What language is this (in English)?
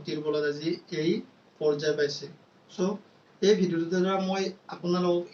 Assamese